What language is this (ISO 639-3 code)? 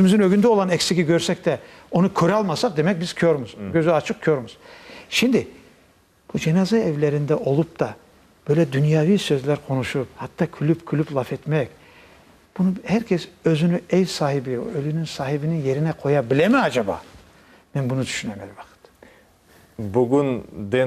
crh